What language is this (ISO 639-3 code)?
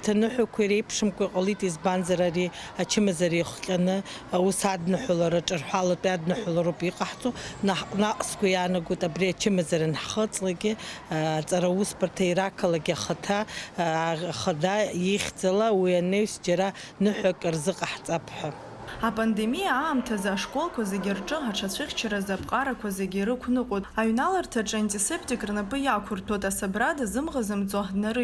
abk